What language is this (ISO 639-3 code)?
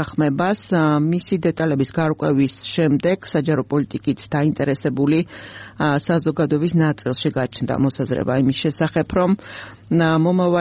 kat